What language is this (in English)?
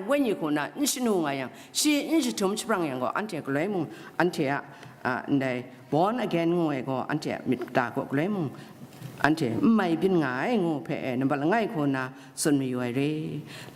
Kachin